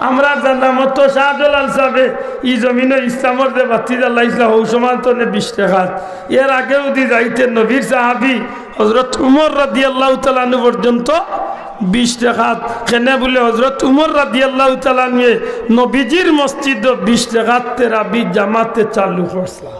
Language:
Sylheti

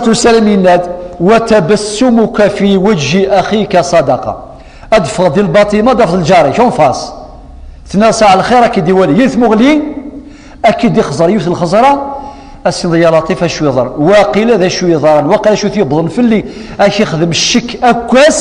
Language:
Kabyle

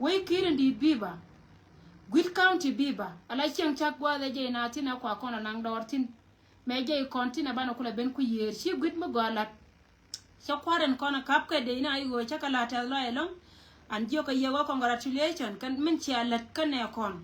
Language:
Nuer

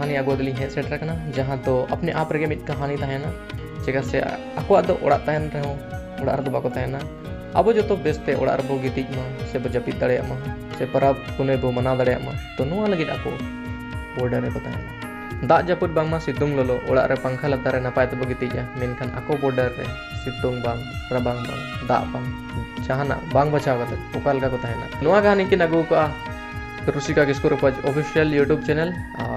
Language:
Santali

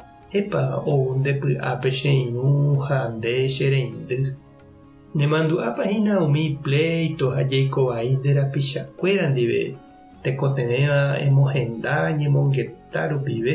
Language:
Guarani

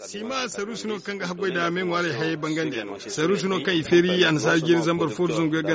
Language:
Zarma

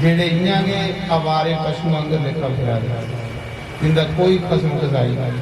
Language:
Dogri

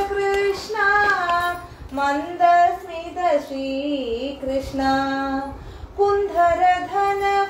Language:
Malayalam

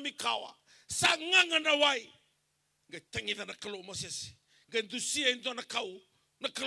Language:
Fijian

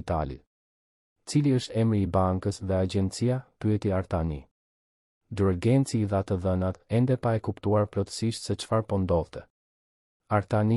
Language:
Albanian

